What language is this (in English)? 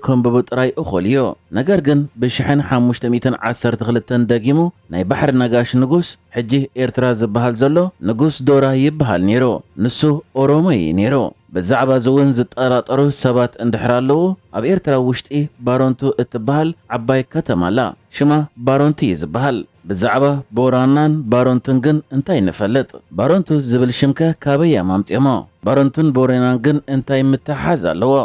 Tigrinya